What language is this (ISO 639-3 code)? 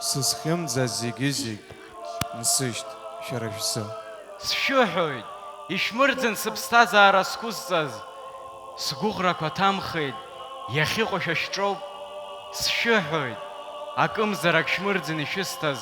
abk